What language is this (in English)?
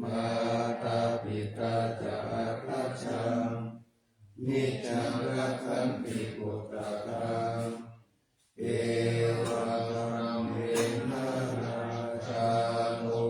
Pali